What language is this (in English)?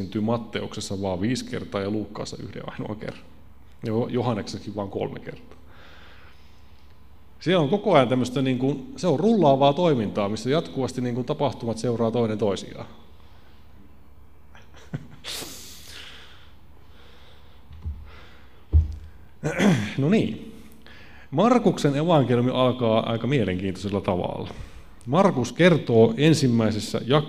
Finnish